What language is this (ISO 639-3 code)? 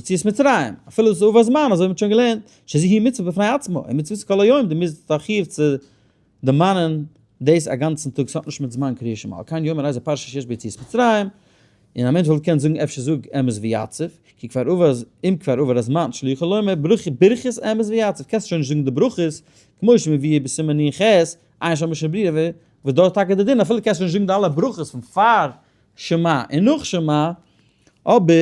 yid